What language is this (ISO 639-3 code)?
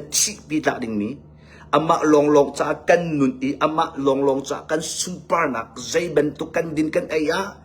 cnh